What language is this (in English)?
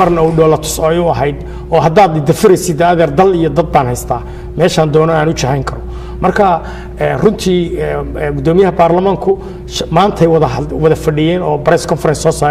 Somali